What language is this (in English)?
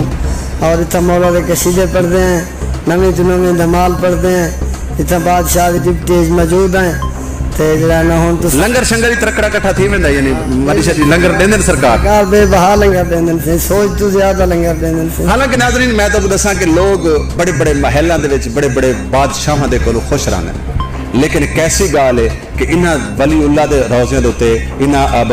Saraiki